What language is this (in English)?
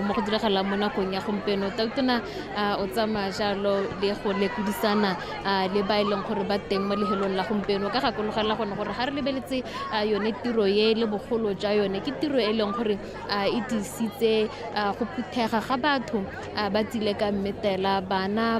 Tswana